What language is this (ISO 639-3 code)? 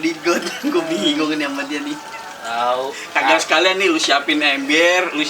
bew